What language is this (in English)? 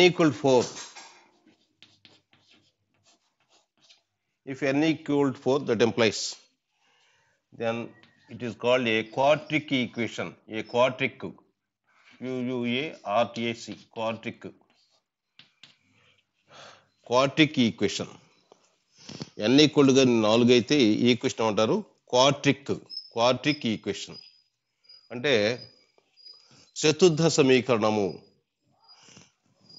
Telugu